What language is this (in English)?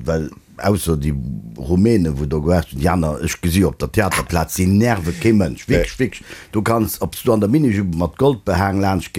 Luxembourgish